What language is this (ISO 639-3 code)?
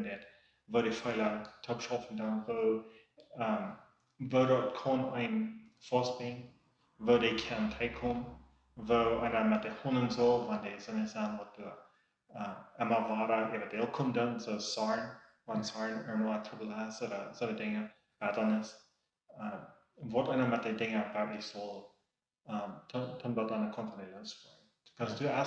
pdt